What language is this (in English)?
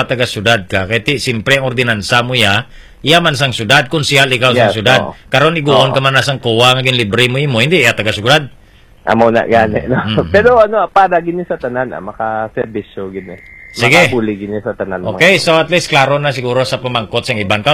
Hiligaynon